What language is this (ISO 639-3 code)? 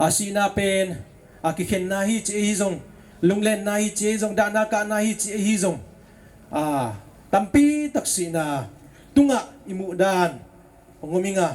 ctd